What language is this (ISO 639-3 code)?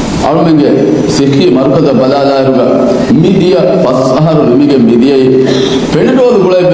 div